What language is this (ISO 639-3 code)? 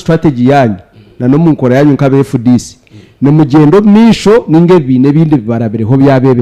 nyn